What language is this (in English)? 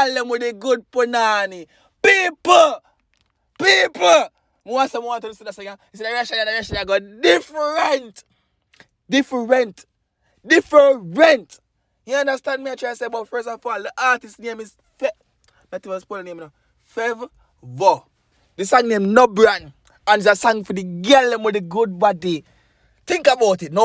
Jamaican Creole English